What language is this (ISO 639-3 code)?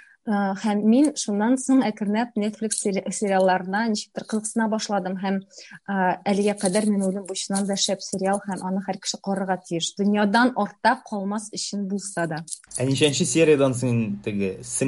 tat